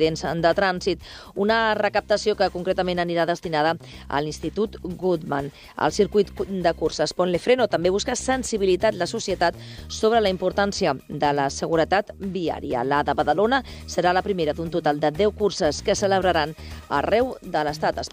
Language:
Catalan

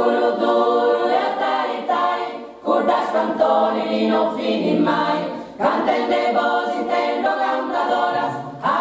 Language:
Sardinian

